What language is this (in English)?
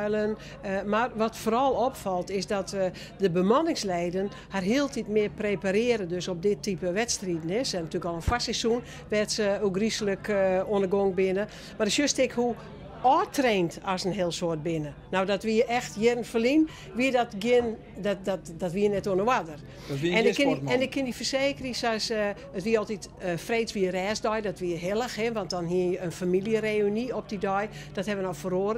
Western Frisian